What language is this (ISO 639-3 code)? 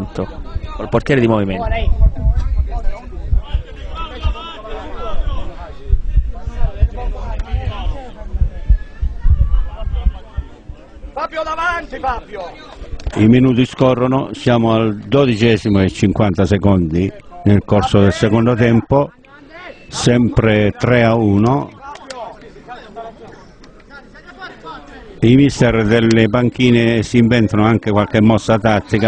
ita